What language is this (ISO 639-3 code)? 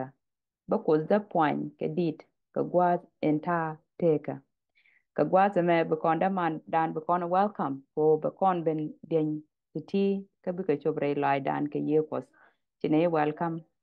nus